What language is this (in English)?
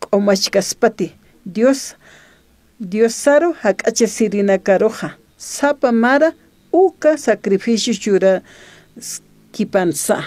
Aymara